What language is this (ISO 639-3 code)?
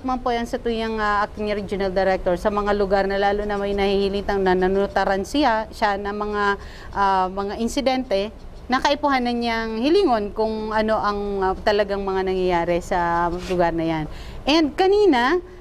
bik